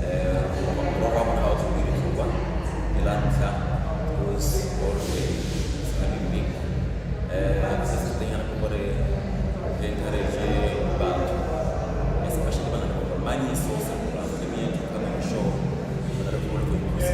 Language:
Tswana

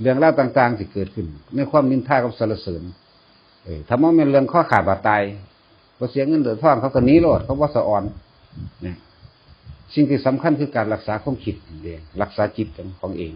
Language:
Northeastern Thai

